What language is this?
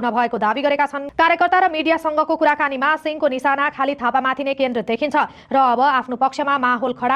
Nepali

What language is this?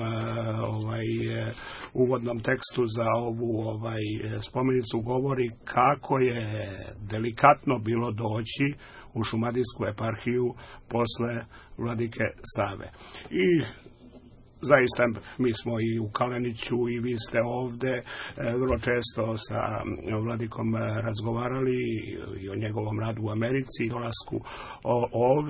Serbian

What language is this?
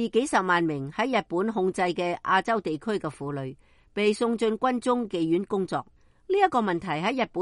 Cantonese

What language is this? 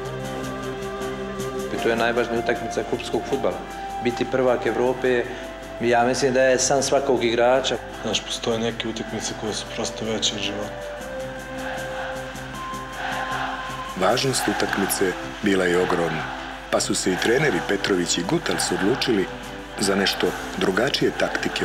Serbian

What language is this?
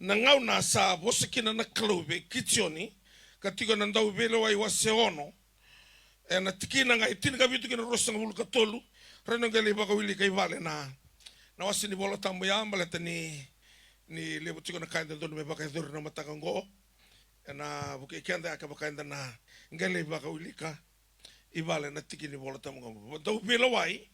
Fijian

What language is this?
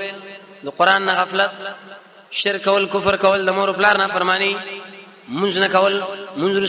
Pashto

